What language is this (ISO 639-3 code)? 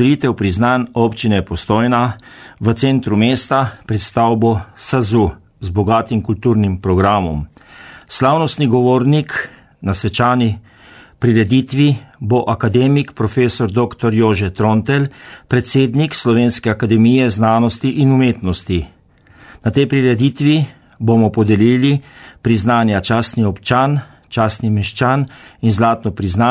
slv